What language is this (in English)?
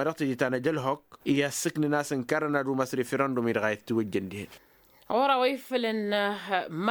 Tamasheq